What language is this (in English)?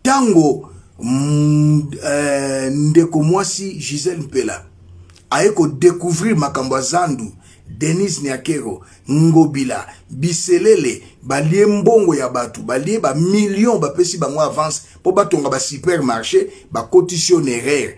Lingala